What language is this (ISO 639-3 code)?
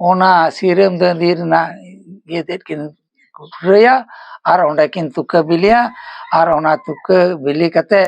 sat